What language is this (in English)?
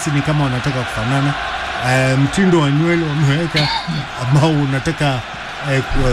Swahili